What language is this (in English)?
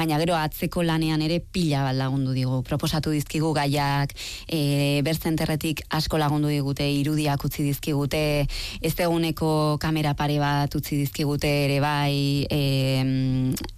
Basque